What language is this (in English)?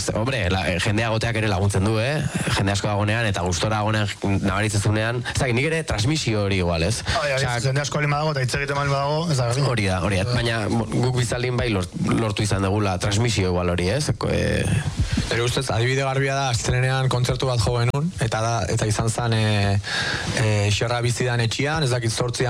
Basque